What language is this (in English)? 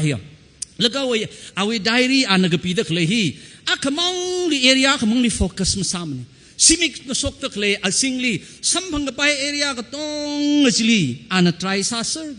Tangkhul Naga (India)